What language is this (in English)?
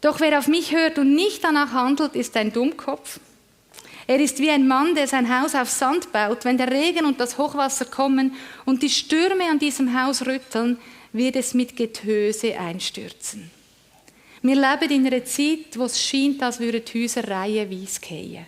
Swiss German